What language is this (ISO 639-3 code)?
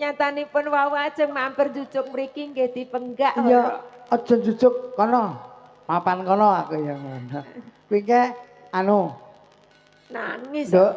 jav